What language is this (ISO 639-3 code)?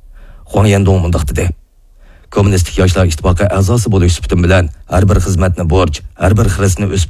uig